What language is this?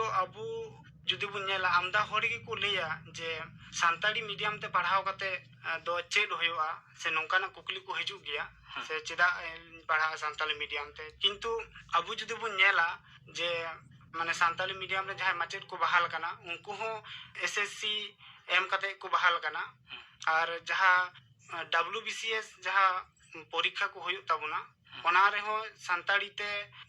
Santali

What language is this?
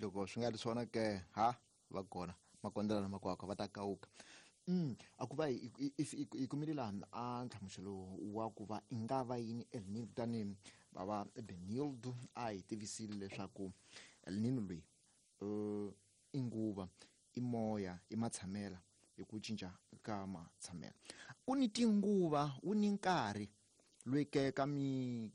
Tsonga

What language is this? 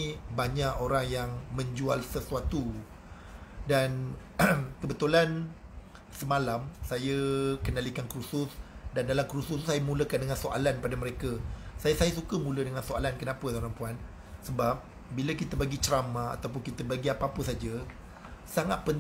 Malay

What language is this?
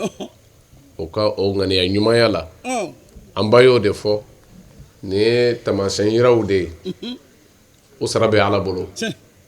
Bambara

